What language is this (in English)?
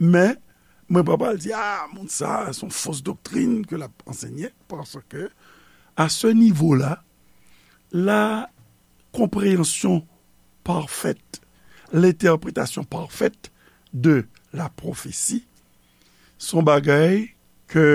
Haitian Creole